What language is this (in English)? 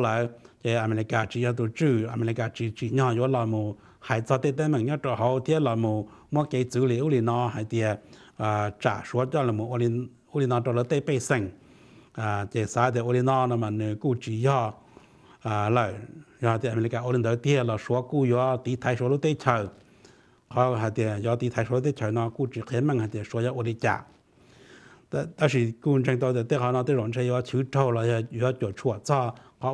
Vietnamese